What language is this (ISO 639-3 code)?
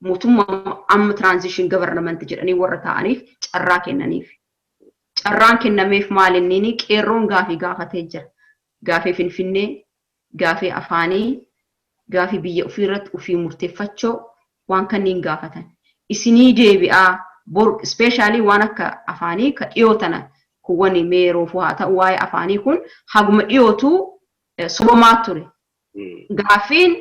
orm